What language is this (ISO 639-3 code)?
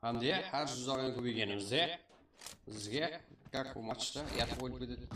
kaa